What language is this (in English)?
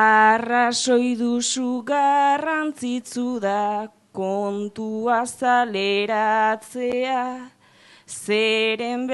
Basque